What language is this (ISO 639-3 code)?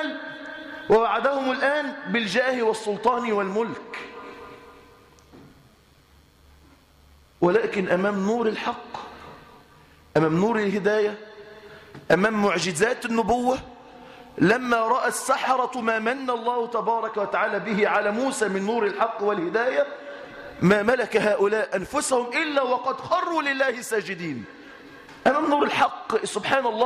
ara